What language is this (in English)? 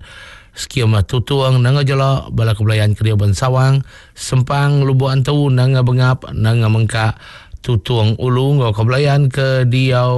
Iban